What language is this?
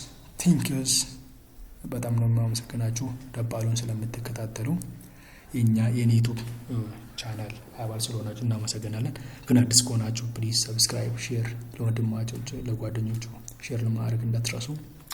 Amharic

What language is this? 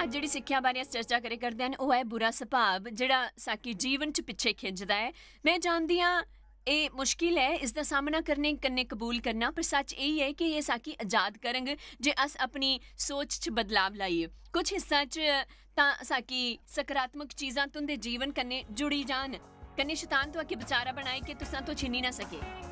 Dogri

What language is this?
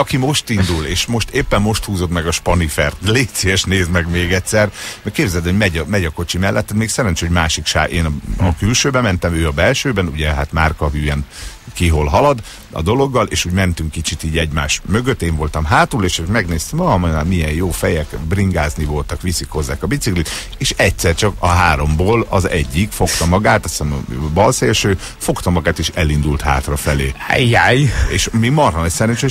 Hungarian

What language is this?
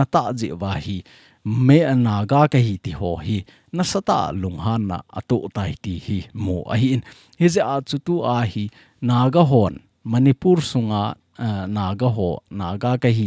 Thado Chin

